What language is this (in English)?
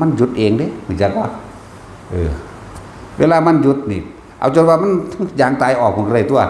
Northeastern Thai